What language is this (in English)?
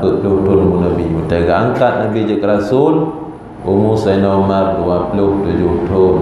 Achinese